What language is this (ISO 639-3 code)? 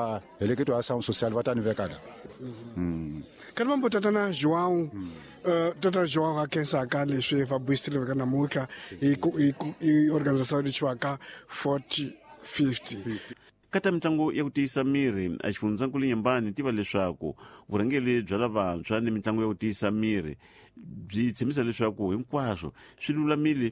tso